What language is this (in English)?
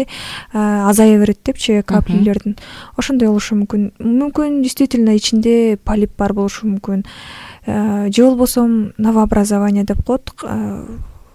Kyrgyz